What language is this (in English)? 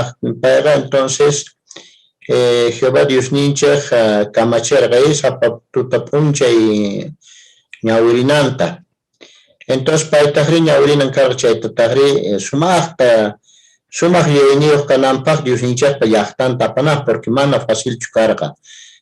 South Bolivian Quechua